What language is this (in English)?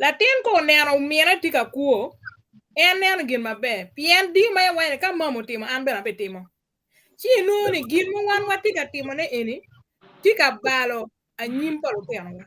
Acoli